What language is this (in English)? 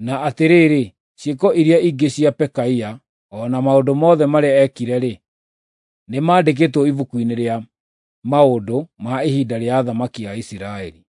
Kikuyu